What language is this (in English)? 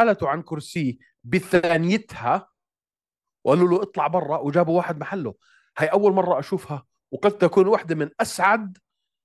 North Levantine Arabic